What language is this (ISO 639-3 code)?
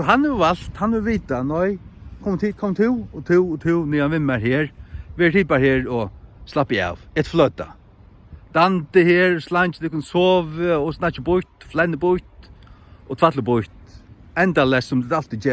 fao